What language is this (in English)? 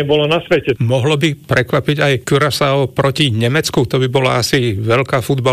Slovak